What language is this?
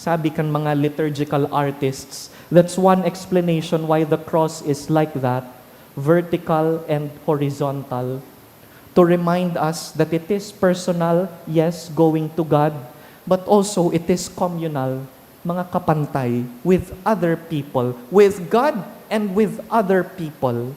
Bikol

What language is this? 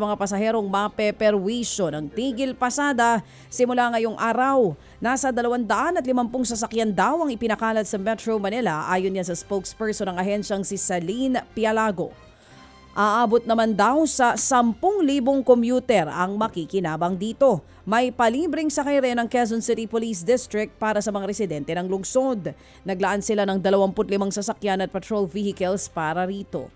Filipino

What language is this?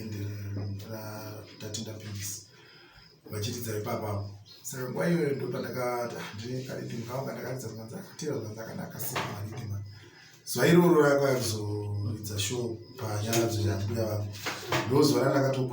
Shona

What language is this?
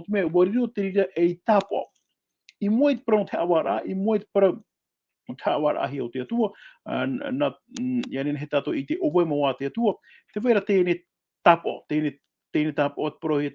Tahitian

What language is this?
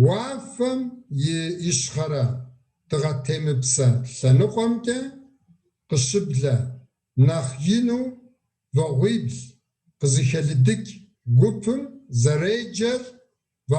Kabardian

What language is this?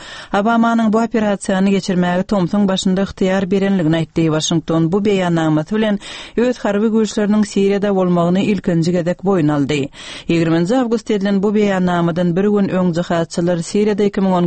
Turkmen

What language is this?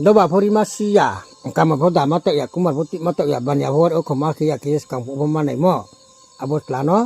Riang (India)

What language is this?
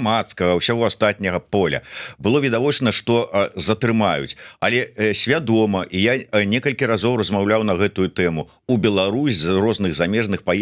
Belarusian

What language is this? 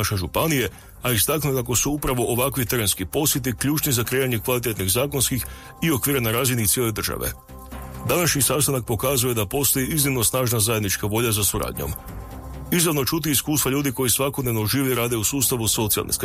Croatian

